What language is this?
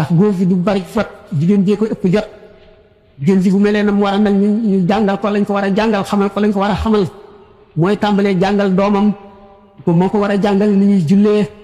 Wolof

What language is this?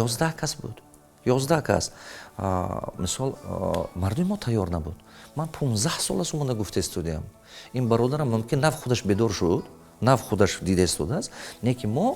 Tajik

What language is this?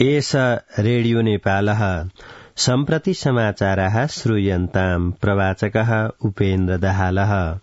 Sanskrit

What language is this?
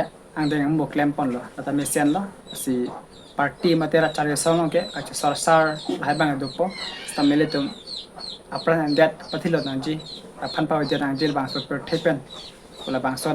Karbi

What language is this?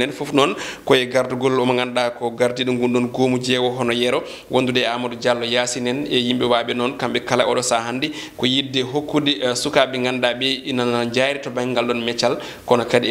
Fula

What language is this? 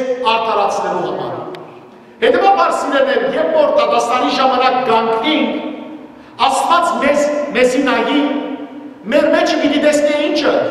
Western Armenian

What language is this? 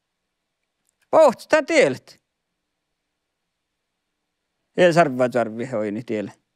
Finnish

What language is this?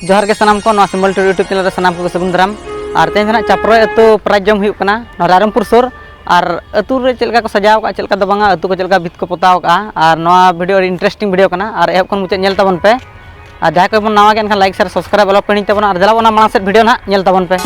Santali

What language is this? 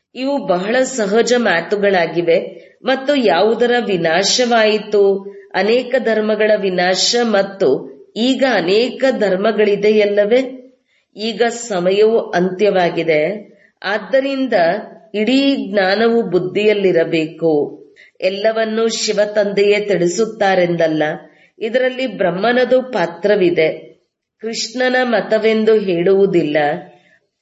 Kannada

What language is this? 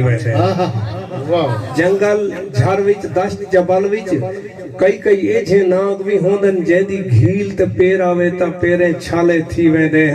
Saraiki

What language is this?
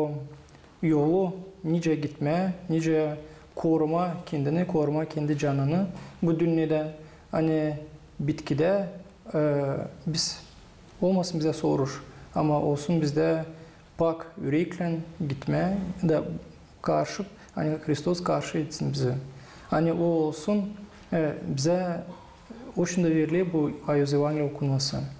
Gagauz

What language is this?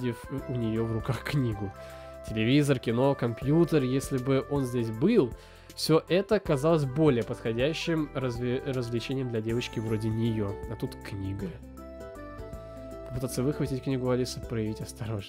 Russian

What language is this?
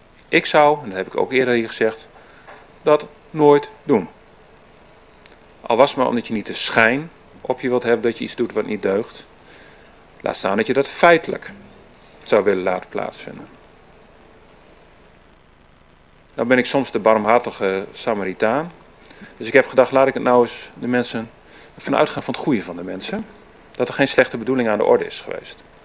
Dutch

